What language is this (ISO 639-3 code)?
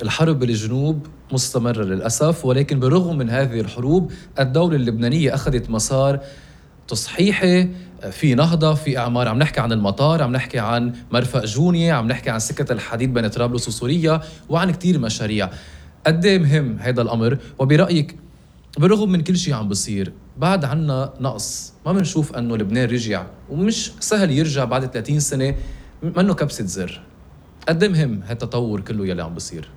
apc